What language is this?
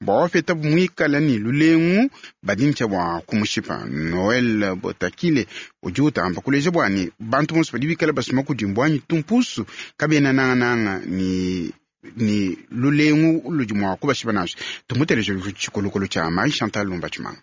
Luba-Lulua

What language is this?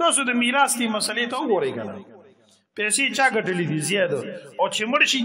Pashto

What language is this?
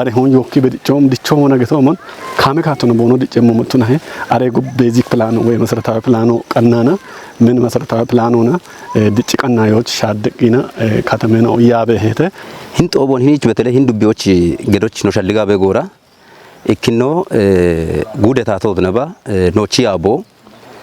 Kafa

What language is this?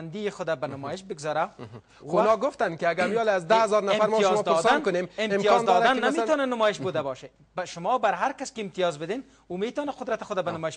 Persian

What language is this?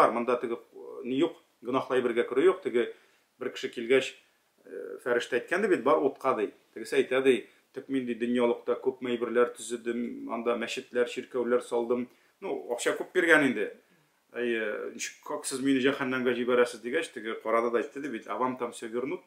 Tatar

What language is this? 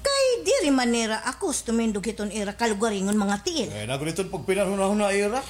Waray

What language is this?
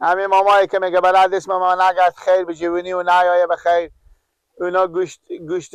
Persian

